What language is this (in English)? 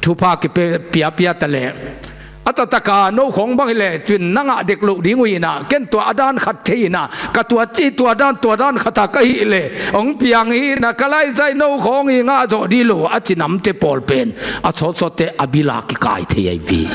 Tedim Chin